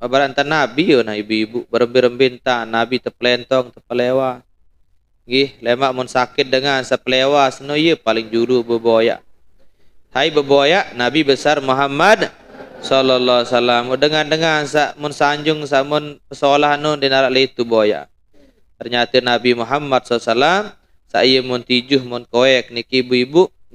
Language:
Sasak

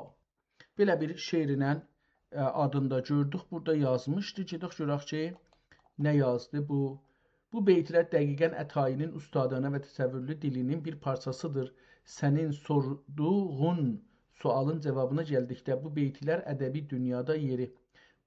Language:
South Azerbaijani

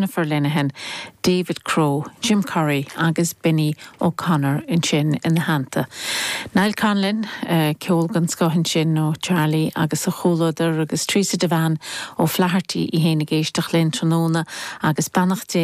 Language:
Irish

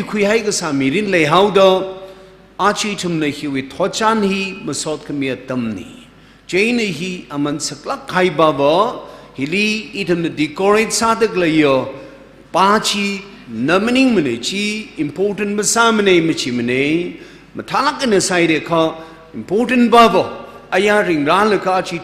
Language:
Tangkhul Naga (India)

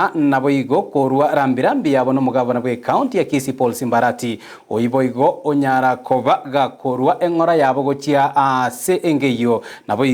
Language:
Gusii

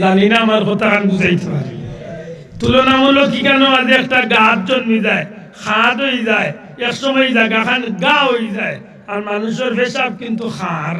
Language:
Sylheti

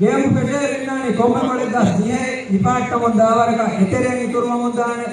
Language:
Divehi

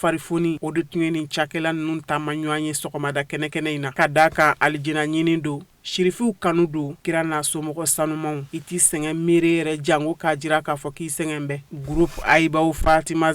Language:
Bambara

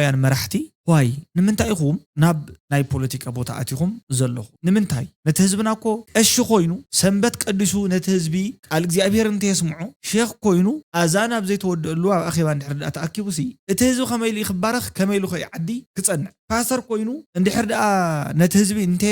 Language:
Tigrinya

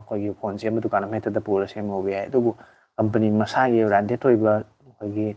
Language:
Manipuri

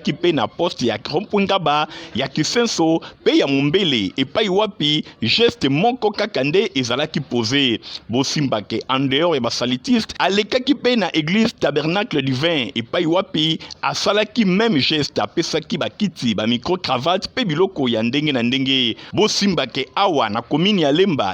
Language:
Lingala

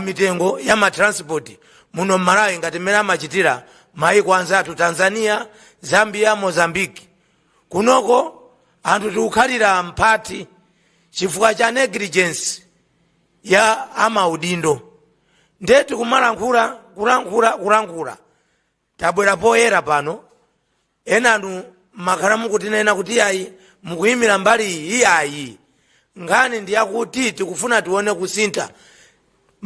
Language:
Nyanja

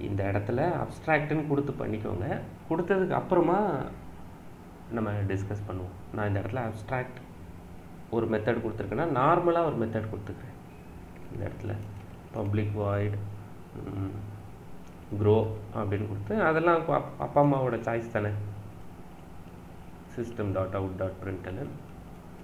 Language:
Tamil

